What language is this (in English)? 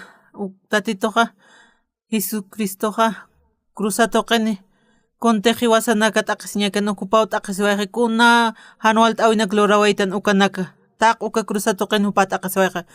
Aymara